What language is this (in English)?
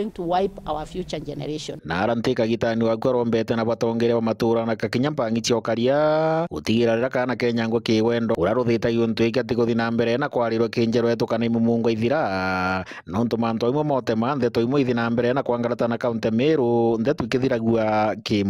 Meru